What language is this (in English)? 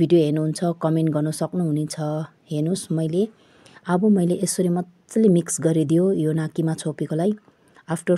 Nepali